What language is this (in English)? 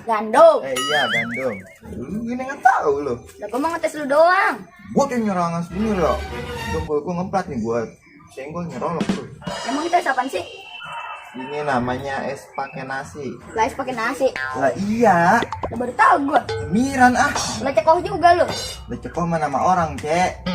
Betawi